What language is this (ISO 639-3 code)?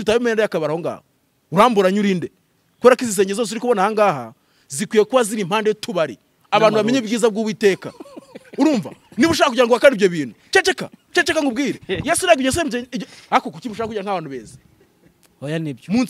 kin